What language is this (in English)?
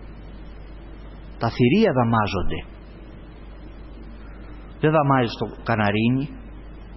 Greek